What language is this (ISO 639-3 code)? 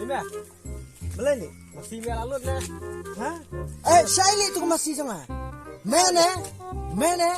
kha